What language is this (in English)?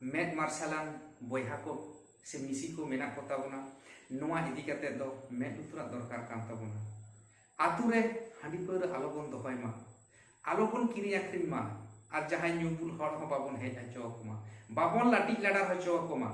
Santali